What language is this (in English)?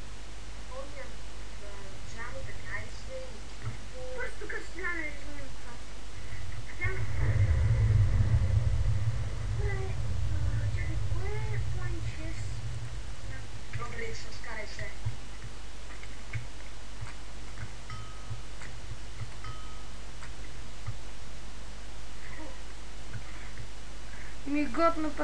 Bulgarian